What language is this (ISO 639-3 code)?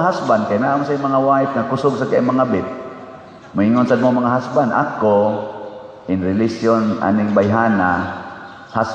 ceb